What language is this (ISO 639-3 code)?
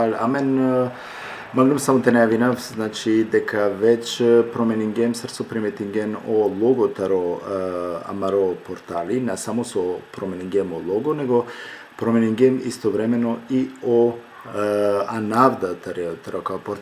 rmn